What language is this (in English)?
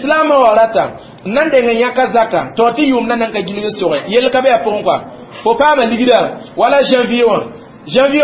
Mossi